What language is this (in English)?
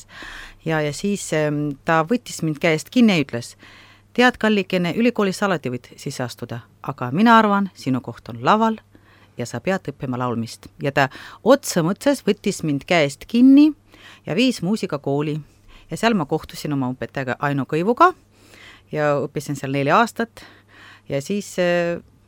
Estonian